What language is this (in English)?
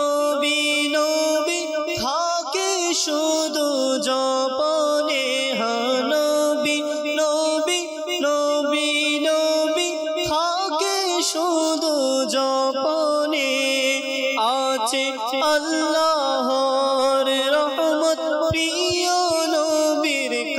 Bangla